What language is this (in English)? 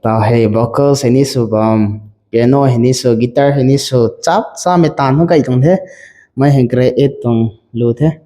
Rongmei Naga